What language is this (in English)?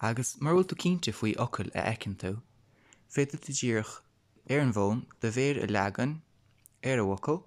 Irish